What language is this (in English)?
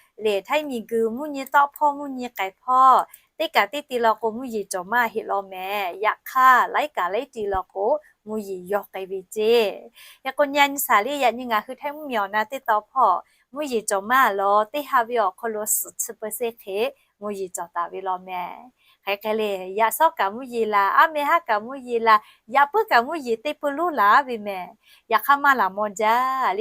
Lahu